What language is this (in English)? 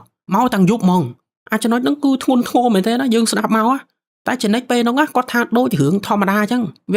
Khmer